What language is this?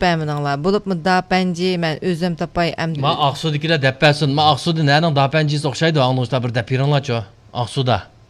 Uyghur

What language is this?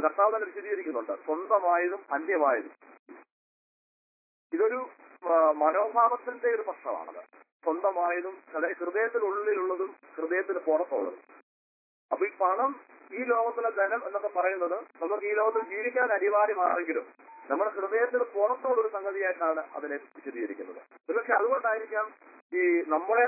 Malayalam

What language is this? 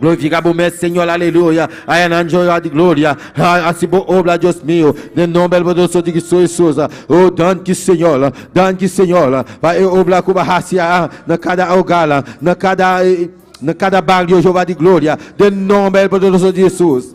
Papiamento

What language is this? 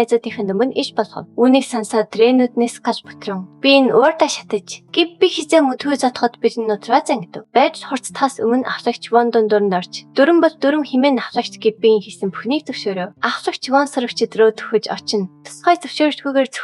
Mongolian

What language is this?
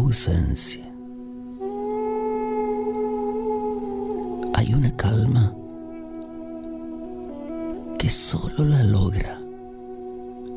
Spanish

